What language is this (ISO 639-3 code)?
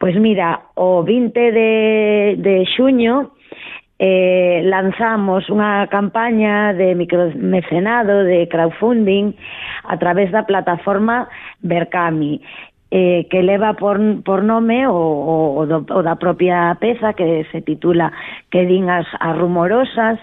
glg